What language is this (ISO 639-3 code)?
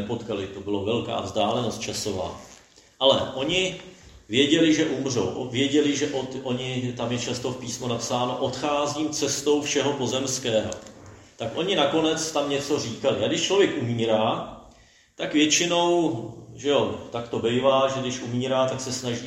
ces